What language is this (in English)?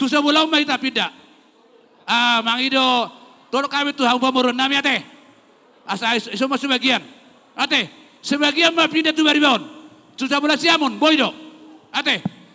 Batak Toba